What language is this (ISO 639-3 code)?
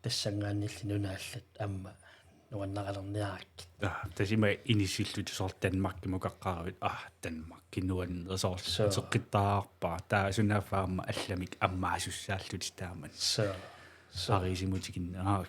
kal